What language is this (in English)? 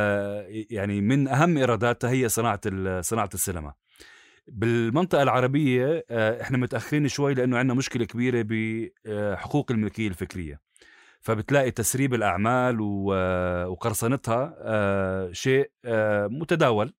North Levantine Arabic